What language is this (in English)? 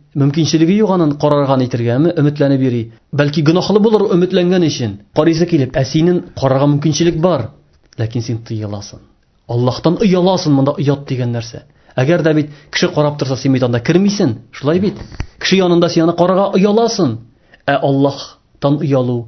Tatar